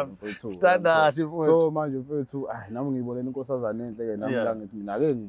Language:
Zulu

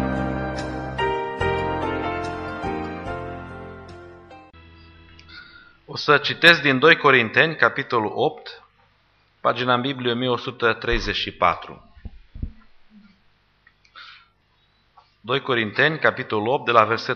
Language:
Romanian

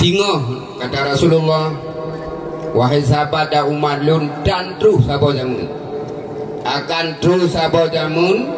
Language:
Achinese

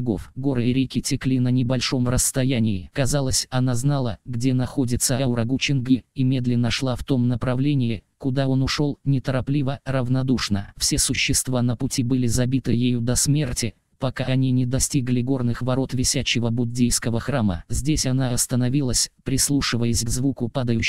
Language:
Russian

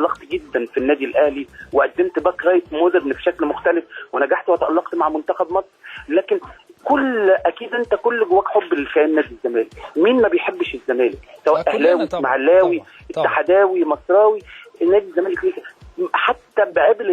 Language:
Egyptian Arabic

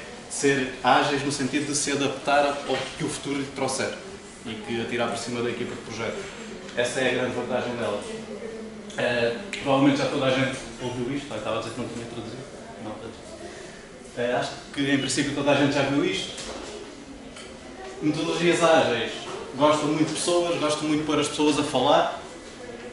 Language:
Portuguese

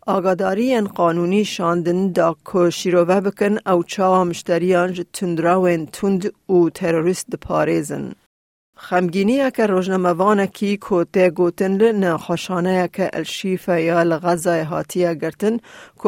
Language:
Kurdish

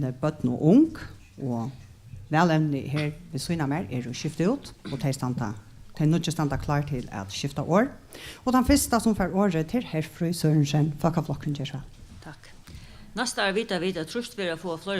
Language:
Faroese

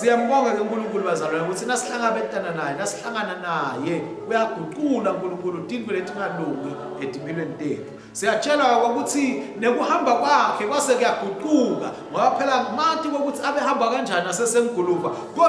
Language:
Swati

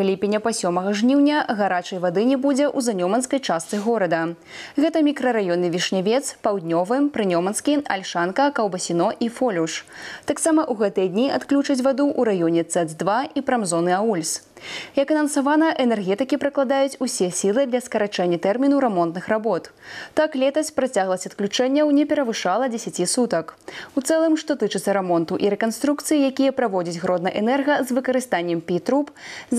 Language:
Belarusian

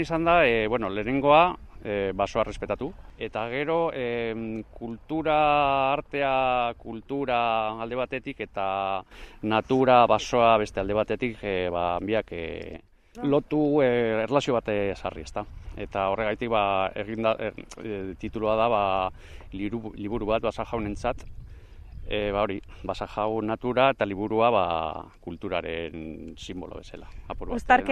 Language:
Basque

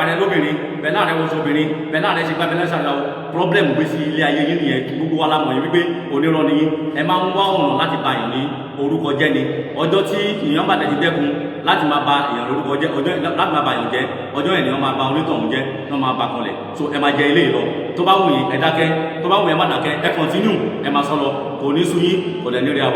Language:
Yoruba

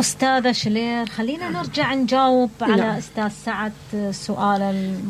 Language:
Mesopotamian Arabic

